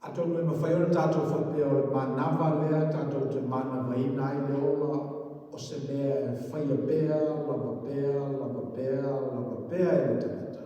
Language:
Samoan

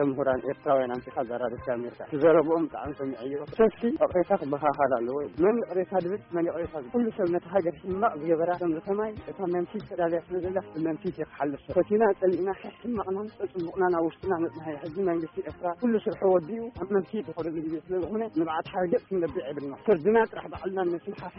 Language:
Tigrinya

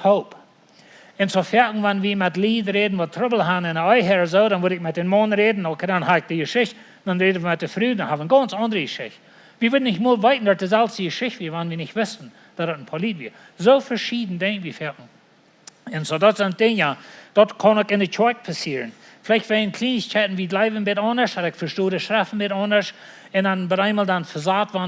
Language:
Plautdietsch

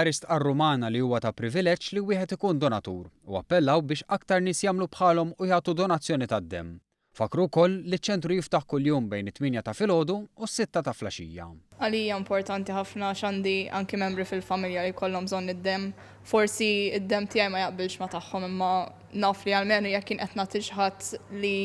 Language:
Maltese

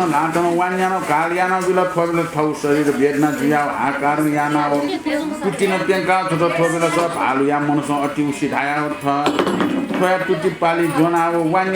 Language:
Newari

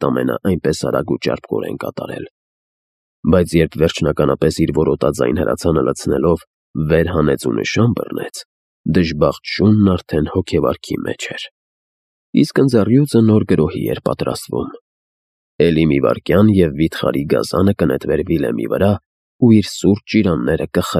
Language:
Armenian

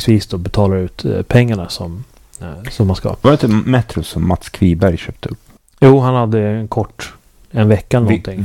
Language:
Swedish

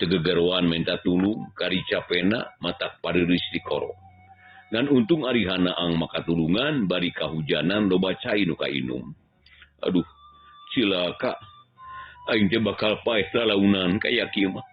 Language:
Sundanese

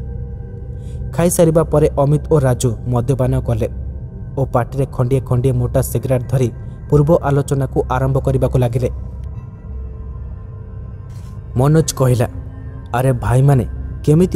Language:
Odia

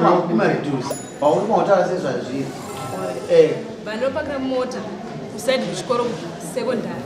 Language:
Shona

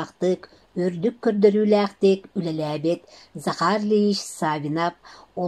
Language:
Yakut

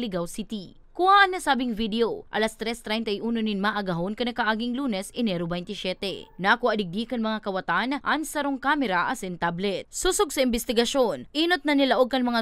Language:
Bikol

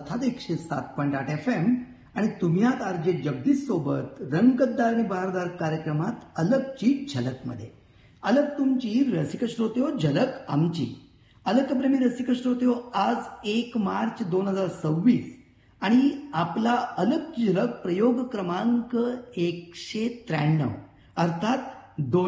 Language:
Marathi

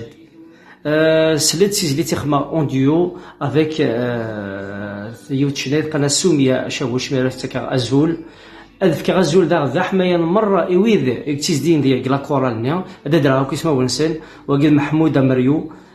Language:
Kabyle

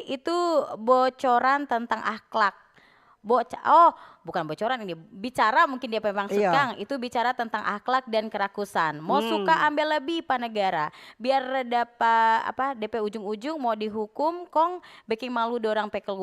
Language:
Manado Malay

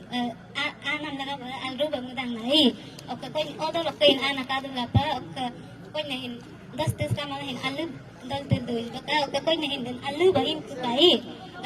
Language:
Galo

